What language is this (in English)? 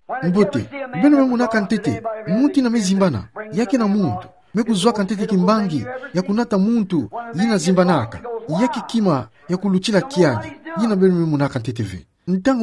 Kituba (Democratic Republic of Congo)